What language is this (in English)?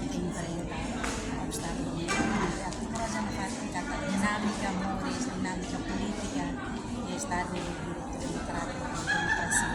Tetum